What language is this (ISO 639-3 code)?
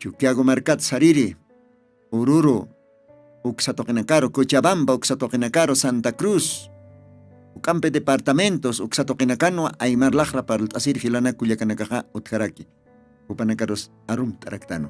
aym